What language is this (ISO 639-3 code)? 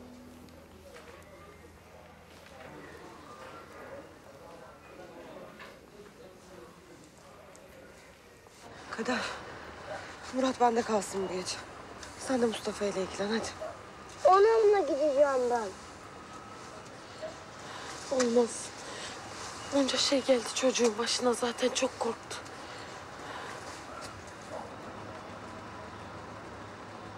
tur